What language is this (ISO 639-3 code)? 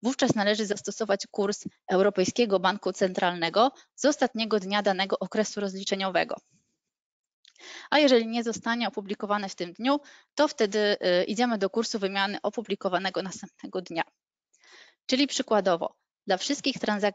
pol